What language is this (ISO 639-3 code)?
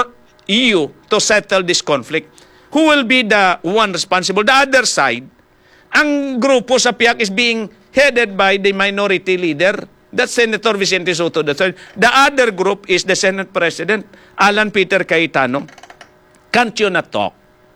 hil